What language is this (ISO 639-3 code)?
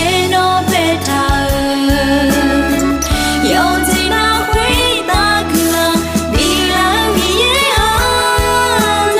ahk